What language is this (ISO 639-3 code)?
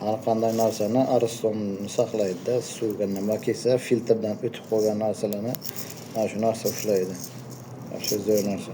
uzb